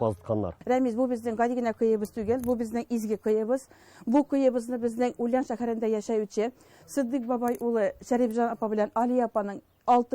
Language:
Tatar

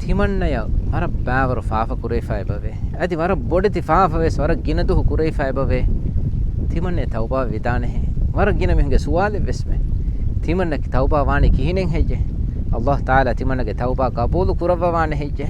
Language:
Divehi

